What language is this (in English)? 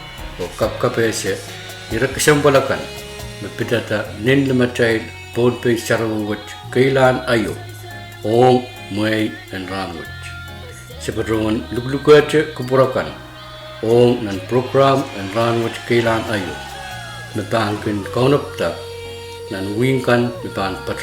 Pohnpeian